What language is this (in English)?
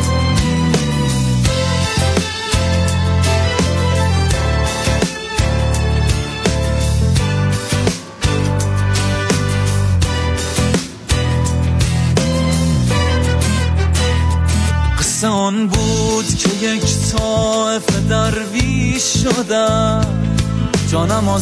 Persian